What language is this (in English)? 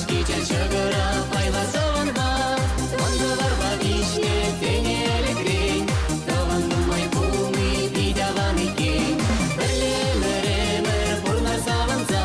Chuvash